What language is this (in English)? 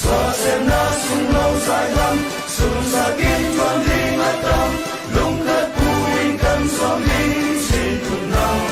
Falam Chin